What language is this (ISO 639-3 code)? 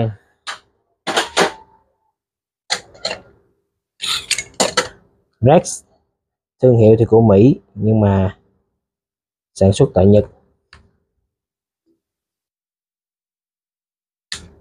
vie